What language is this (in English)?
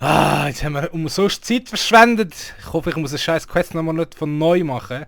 Swiss German